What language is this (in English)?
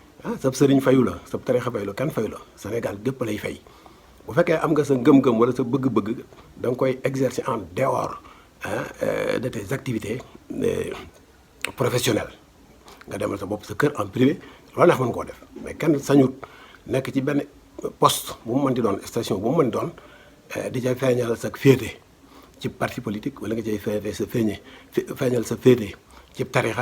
Wolof